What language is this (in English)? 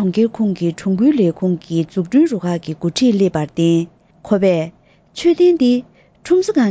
Tibetan